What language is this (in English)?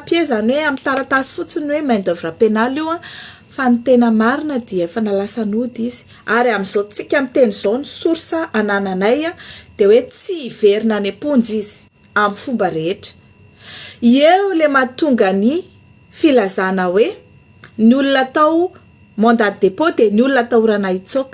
Malagasy